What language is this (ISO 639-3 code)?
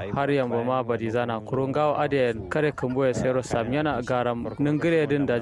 kau